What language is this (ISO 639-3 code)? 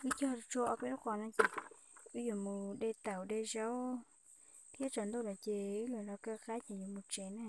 hmn